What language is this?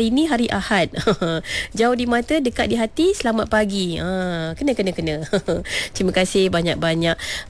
Malay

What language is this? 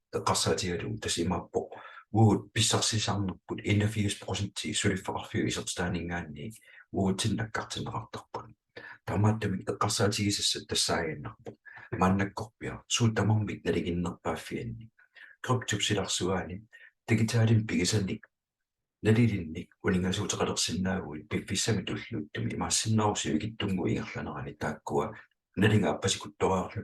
Kalaallisut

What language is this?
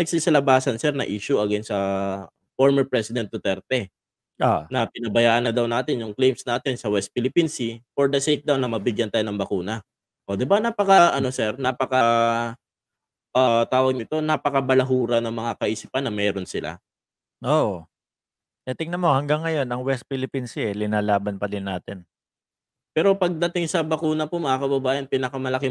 Filipino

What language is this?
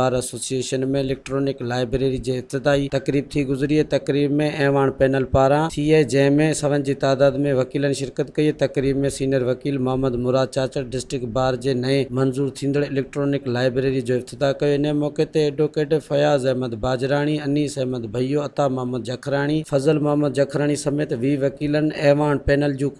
Sindhi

